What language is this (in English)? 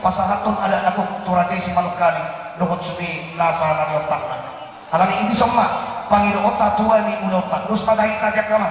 Batak Toba